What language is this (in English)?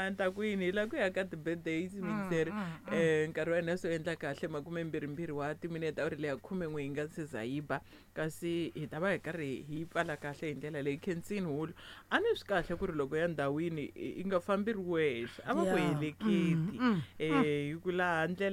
Tsonga